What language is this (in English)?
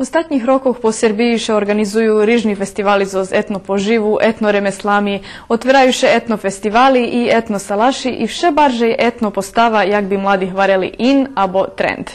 Rusyn